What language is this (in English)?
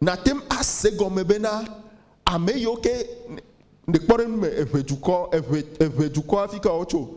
Ewe